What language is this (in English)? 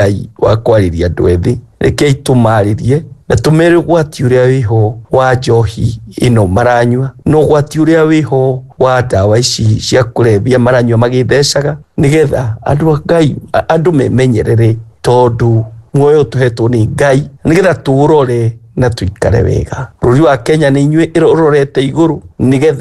Kikuyu